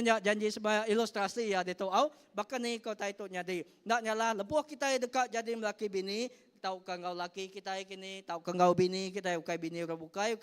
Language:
Iban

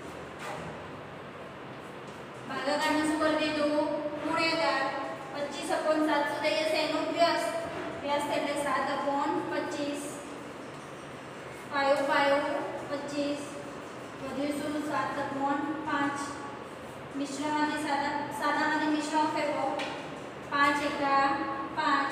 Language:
Gujarati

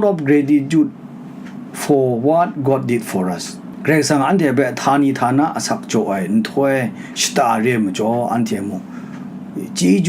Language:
Kachin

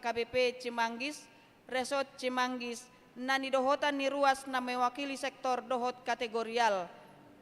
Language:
Batak Toba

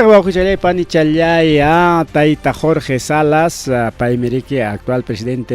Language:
Ayacucho Quechua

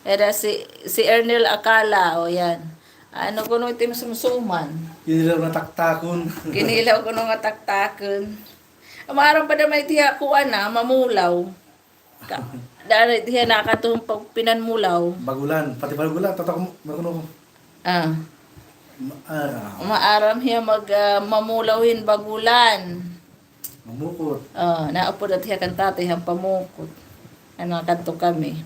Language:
Waray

